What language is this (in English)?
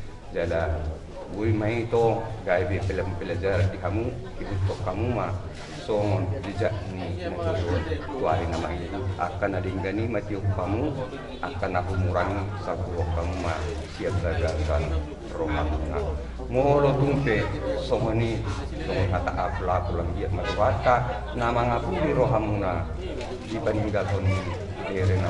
Batak Toba